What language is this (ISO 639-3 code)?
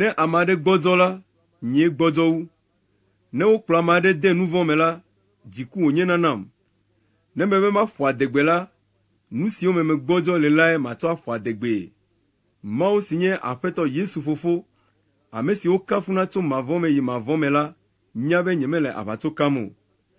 ewe